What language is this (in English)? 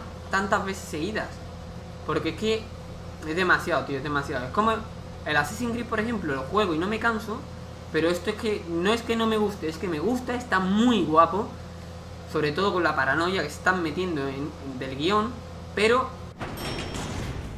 Spanish